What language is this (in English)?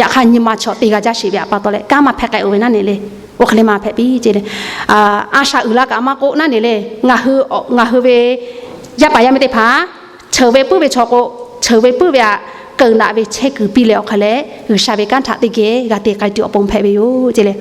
Lahu